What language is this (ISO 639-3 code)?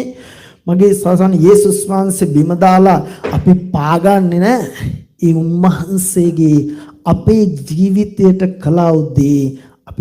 sin